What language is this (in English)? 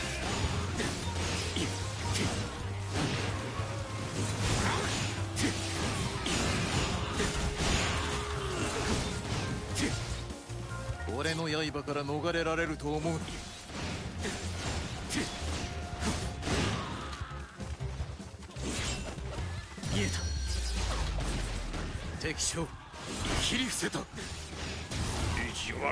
Japanese